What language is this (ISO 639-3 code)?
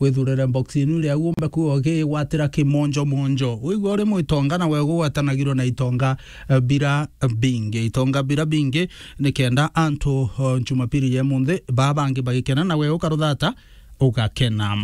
mer